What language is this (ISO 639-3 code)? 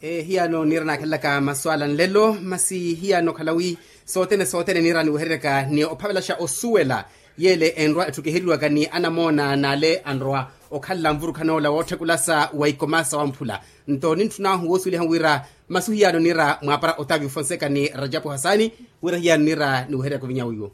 vmw